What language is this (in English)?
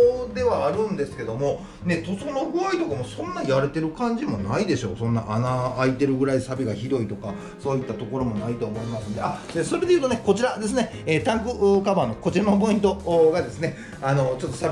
Japanese